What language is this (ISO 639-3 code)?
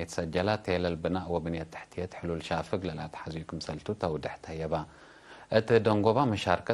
tig